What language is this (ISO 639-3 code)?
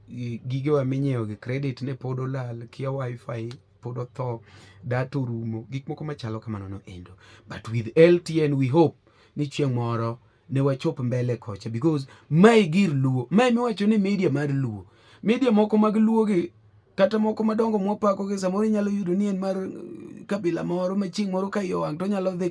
luo